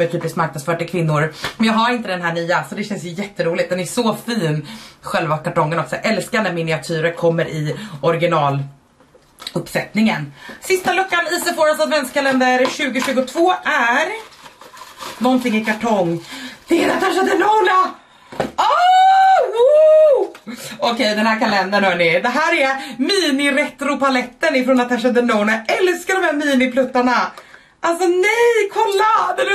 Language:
Swedish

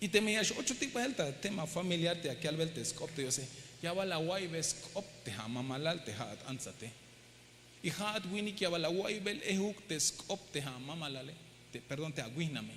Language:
Tzeltal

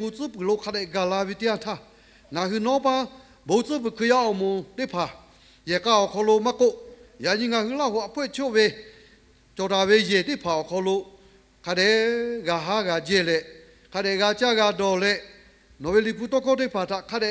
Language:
Lahu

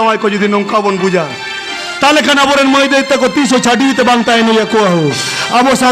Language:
Santali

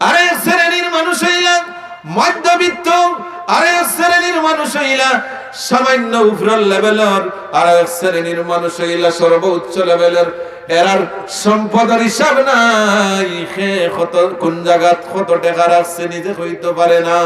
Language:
Sylheti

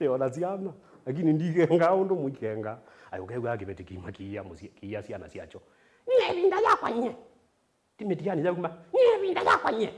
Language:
Kamba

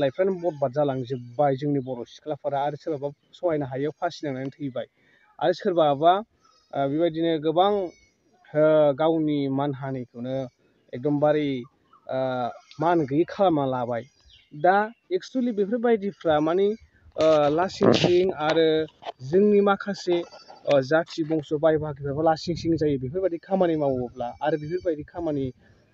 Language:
Bodo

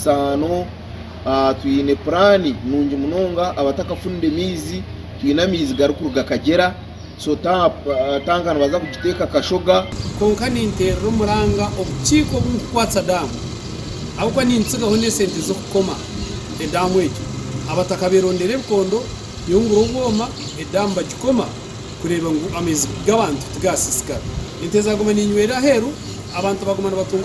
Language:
Nyankole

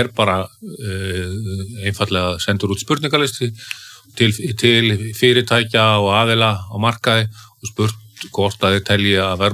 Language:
Icelandic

